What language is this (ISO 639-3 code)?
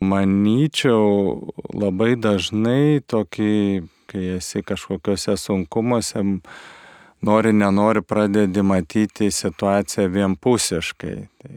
lit